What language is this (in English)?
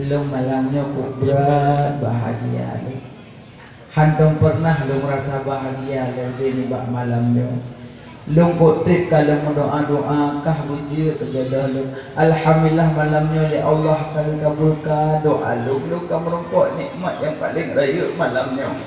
Achinese